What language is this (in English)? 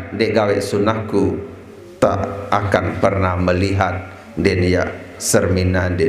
Sasak